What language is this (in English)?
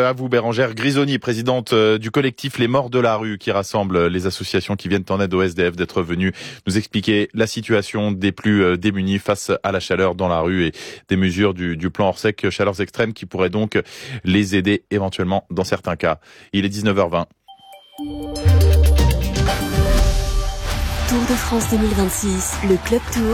French